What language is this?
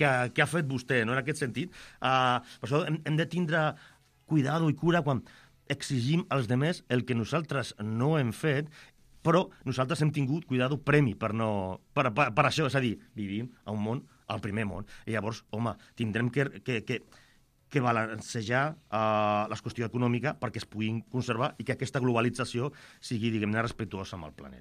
Catalan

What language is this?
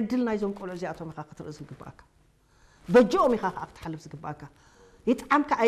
Tigrinya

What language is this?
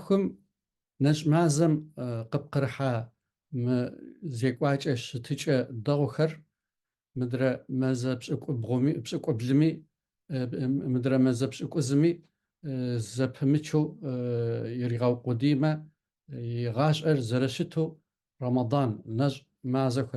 Kabardian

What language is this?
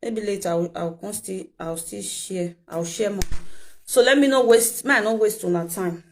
Nigerian Pidgin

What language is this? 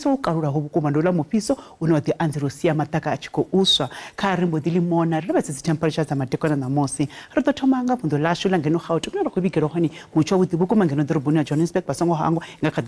Venda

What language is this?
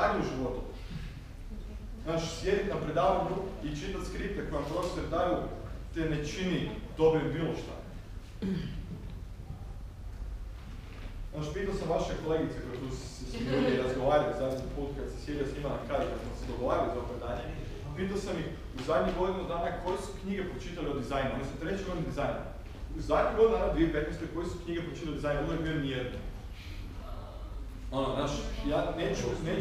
Croatian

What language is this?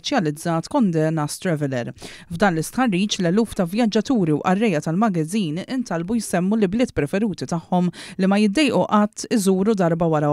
Maltese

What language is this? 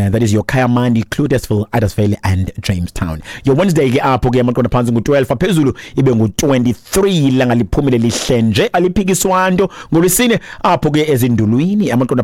Xhosa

